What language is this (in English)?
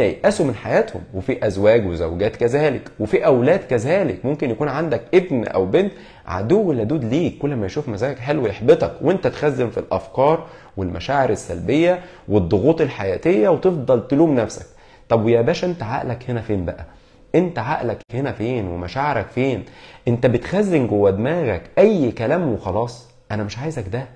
Egyptian Arabic